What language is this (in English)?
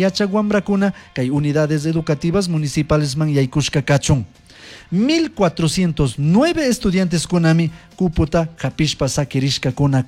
Chimborazo Highland Quichua